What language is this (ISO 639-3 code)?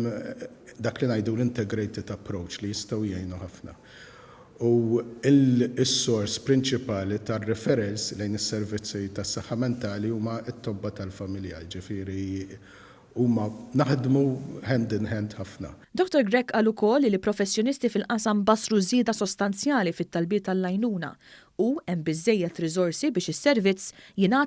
mlt